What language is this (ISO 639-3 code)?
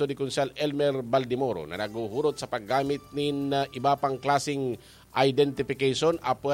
bik